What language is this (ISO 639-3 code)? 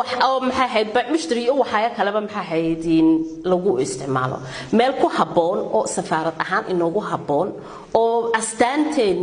som